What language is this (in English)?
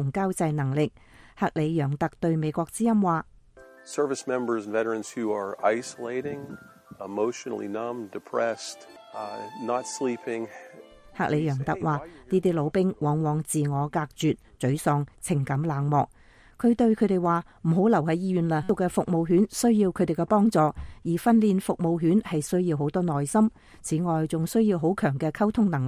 Cantonese